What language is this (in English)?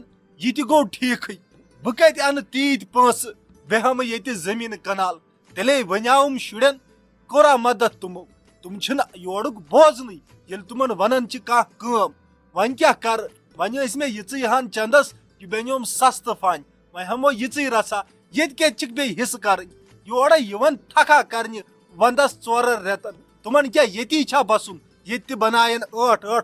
Kashmiri